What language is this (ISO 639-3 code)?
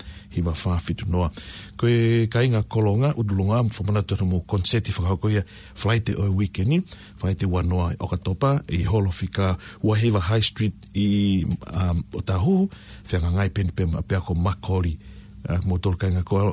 ton